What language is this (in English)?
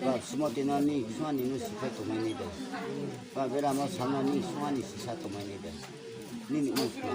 Riang (India)